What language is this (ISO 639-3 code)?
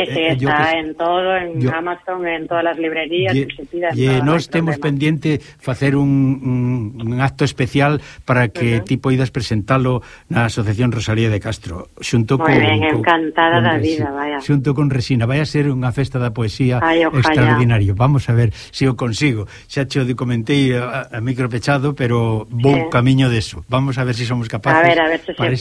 glg